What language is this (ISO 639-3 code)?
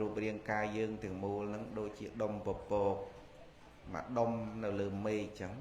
khm